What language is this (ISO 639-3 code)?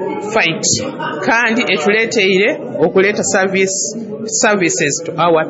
nyo